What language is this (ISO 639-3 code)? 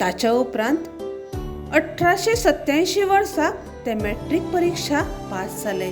kok